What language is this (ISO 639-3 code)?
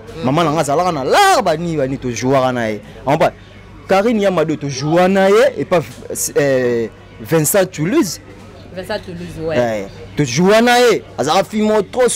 lin